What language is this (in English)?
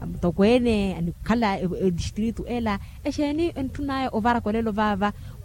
Makhuwa